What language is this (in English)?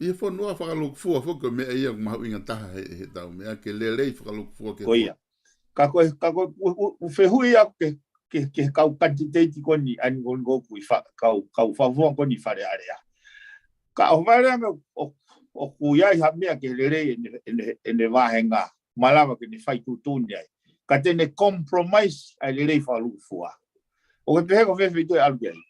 Tongan